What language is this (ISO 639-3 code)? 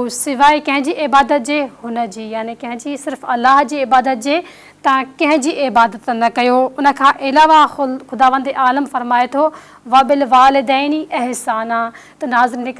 snd